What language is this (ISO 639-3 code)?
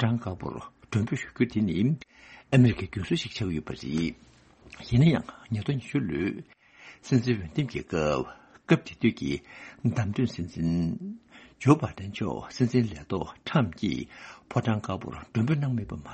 bod